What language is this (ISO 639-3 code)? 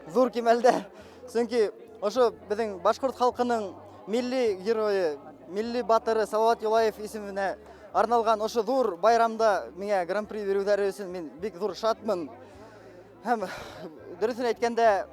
bak